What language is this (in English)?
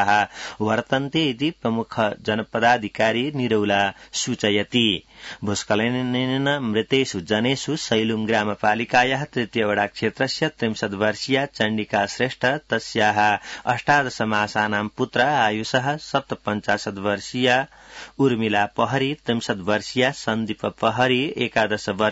Sanskrit